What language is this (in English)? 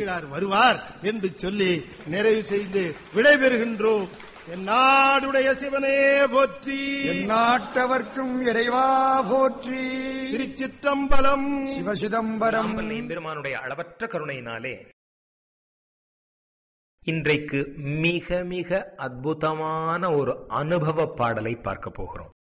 Tamil